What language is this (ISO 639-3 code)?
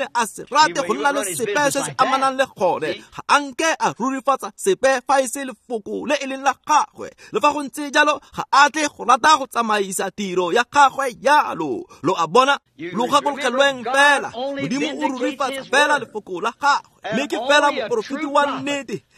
tsn